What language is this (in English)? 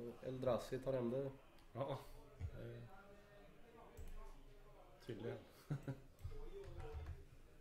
Swedish